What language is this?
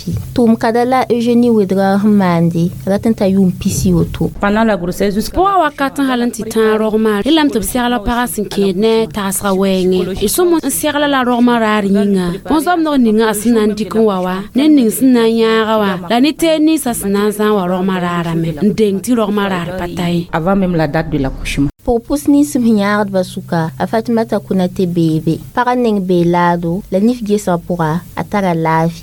Mossi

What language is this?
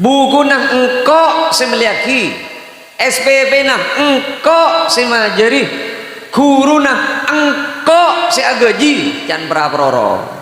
Madurese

